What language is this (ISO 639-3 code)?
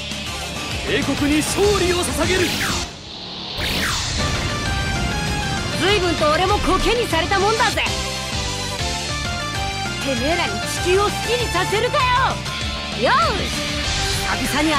jpn